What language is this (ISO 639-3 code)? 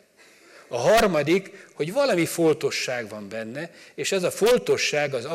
hun